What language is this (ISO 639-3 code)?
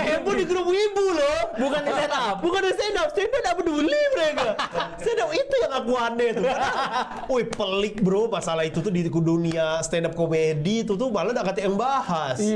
mui